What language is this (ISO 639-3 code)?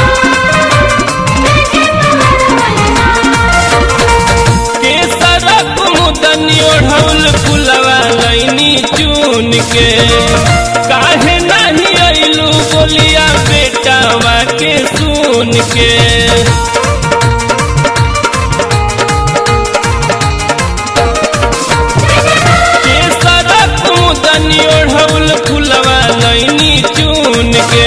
bho